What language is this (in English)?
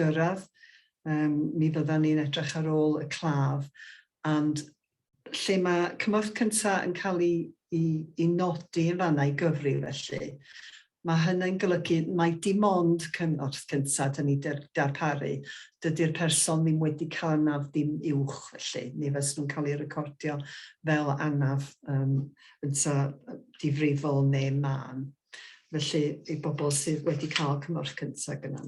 Welsh